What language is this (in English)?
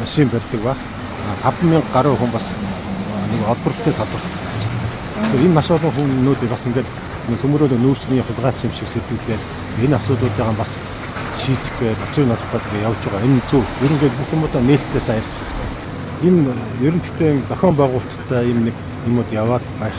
Mongolian